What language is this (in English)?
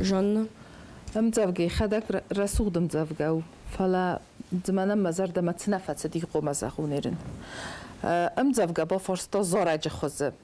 Ossetic